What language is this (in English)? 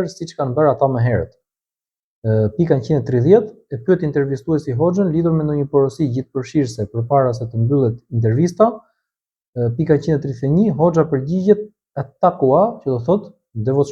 Albanian